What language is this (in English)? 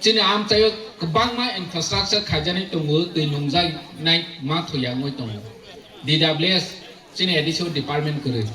Kok Borok